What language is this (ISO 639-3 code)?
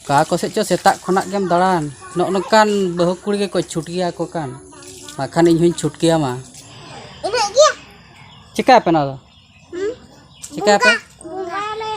sat